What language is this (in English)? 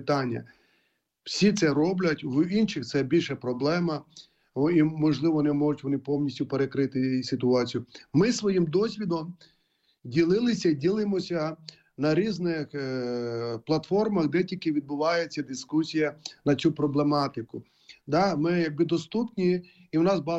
Ukrainian